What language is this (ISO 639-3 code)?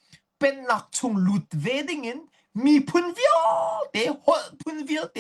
cnh